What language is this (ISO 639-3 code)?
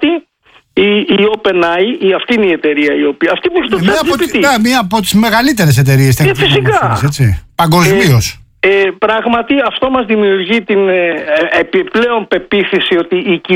ell